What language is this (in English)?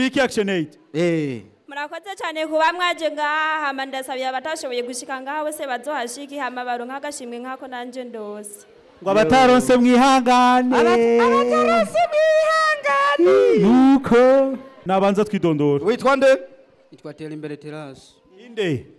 Rundi